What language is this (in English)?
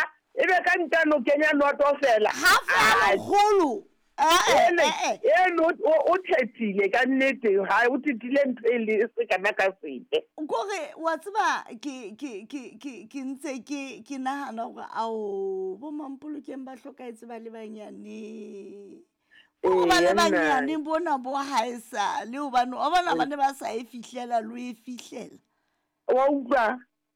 Southern Sotho